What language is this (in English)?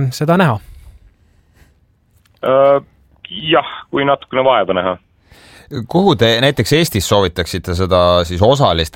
Estonian